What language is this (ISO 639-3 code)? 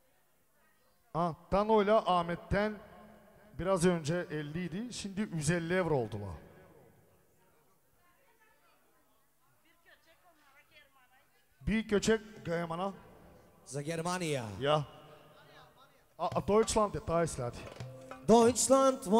tur